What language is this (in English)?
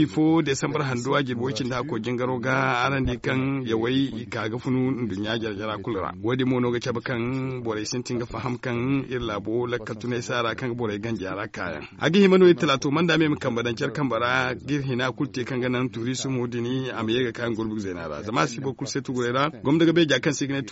Zarma